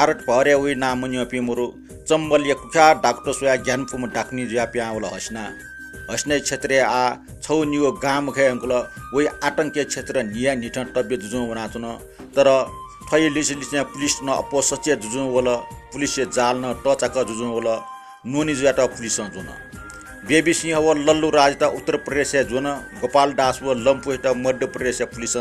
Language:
Newari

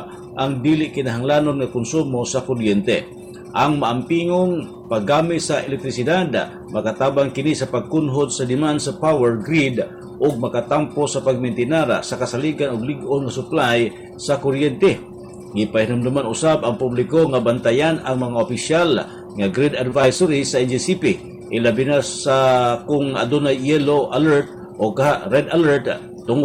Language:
Cebuano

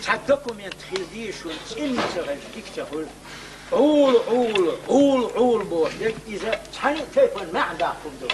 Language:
Chechen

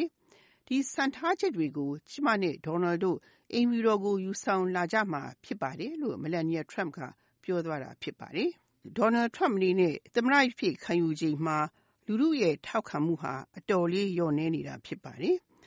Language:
Burmese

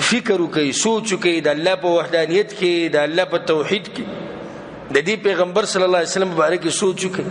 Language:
Pashto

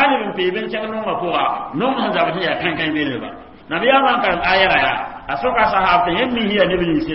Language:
Mossi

